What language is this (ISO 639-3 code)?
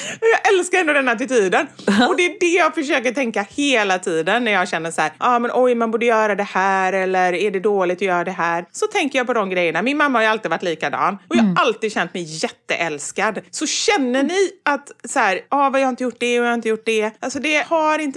swe